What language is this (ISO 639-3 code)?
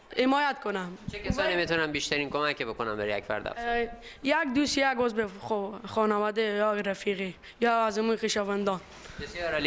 fas